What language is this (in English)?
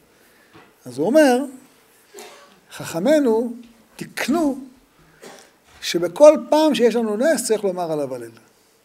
Hebrew